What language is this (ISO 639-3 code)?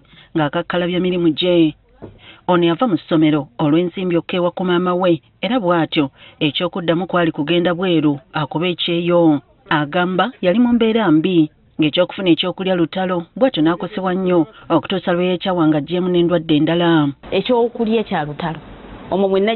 lug